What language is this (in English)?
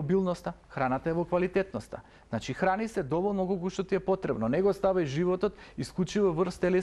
Macedonian